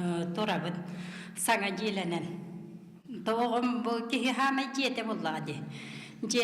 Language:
Yakut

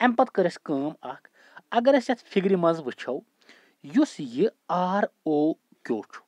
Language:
Kashmiri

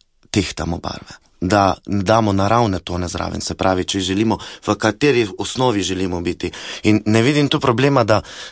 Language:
Slovenian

